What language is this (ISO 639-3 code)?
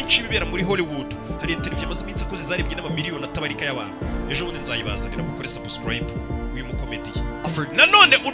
kin